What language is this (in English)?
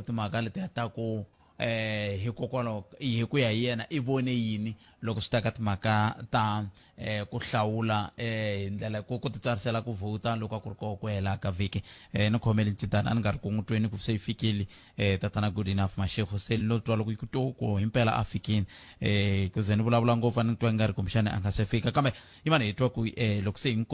Tsonga